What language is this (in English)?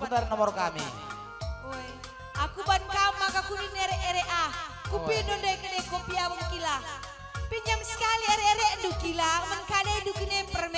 Batak Karo